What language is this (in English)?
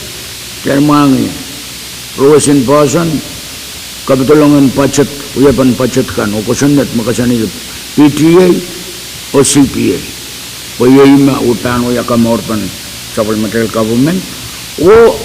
Pohnpeian